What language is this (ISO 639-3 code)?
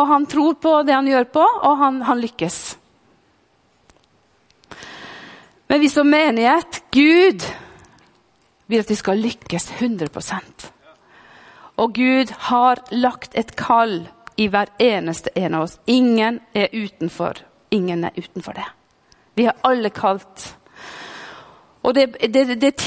nor